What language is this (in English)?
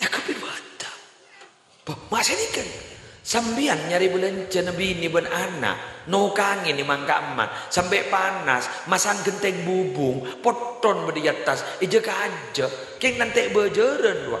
Madurese